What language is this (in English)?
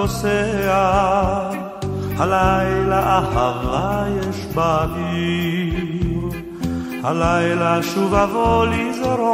Hebrew